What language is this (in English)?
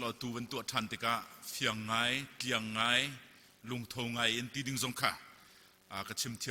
Hakha Chin